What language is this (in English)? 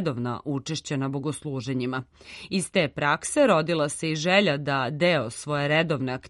Serbian